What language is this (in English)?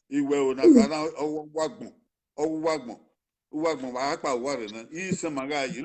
Bini